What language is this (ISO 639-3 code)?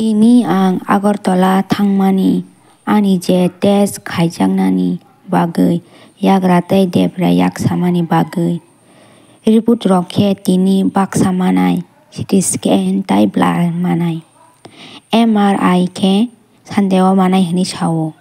trp